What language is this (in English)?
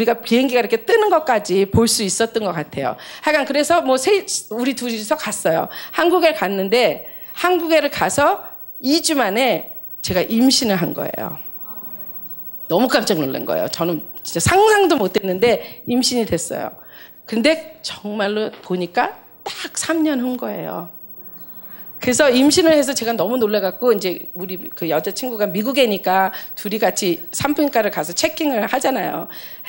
Korean